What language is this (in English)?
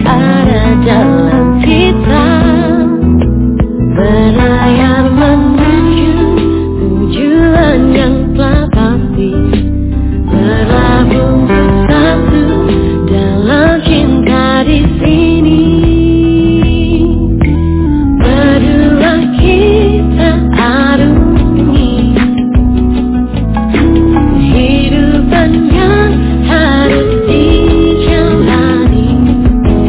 Indonesian